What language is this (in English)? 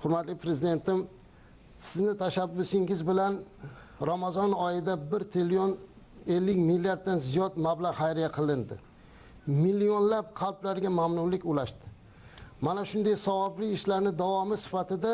Uzbek